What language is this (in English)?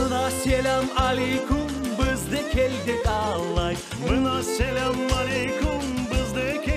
Crimean Tatar